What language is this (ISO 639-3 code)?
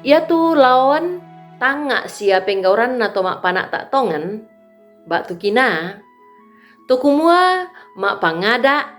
sda